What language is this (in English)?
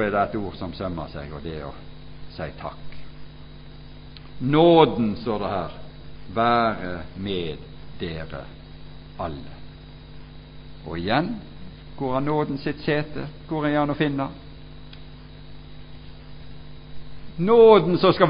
Norwegian